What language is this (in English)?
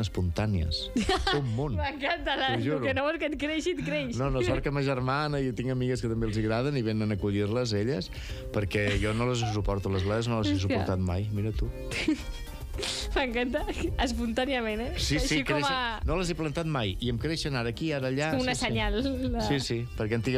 Catalan